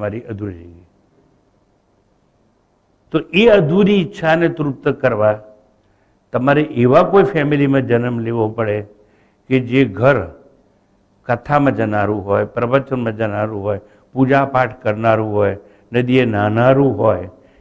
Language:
Gujarati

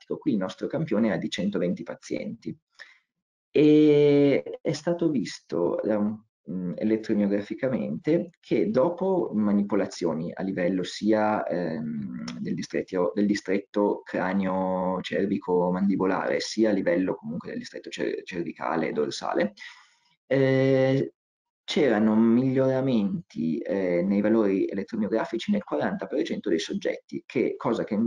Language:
Italian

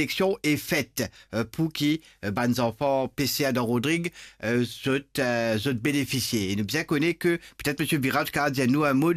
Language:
Morisyen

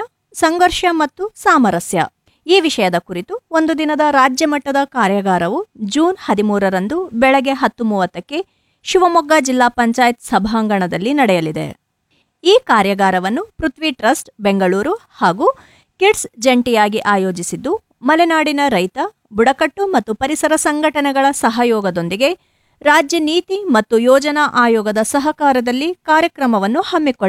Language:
Kannada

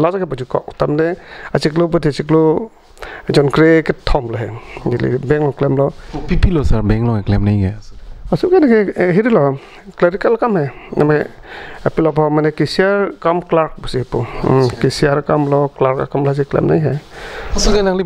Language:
Karbi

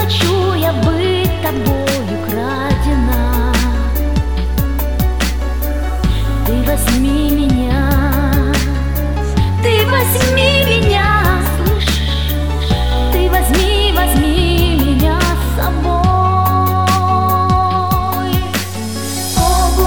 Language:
Russian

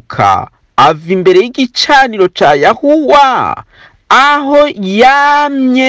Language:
Rundi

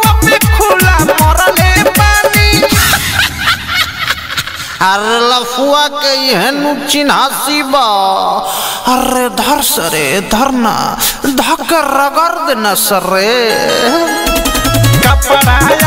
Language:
Bhojpuri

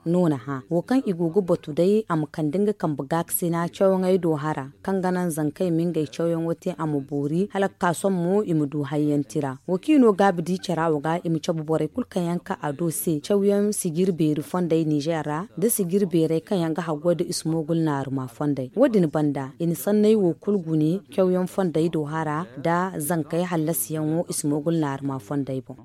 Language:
Zarma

